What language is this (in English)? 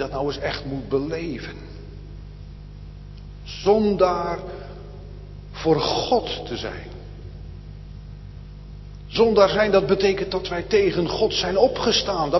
Dutch